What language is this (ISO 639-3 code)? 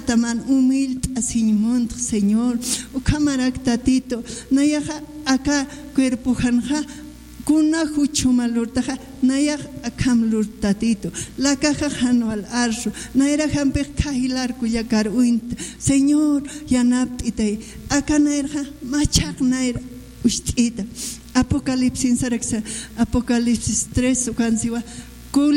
aym